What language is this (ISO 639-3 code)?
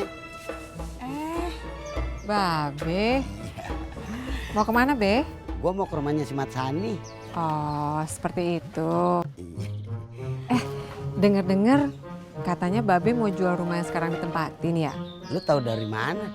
bew